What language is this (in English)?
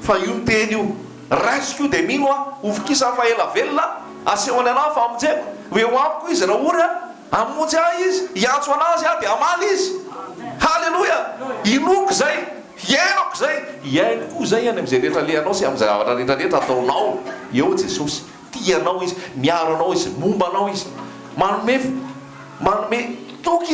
Malagasy